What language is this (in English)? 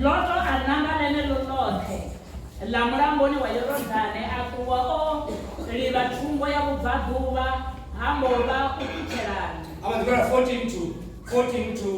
Venda